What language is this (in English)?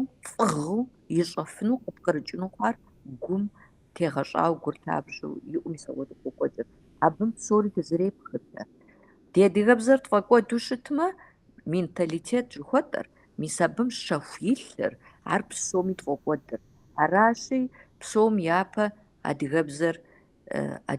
Kabardian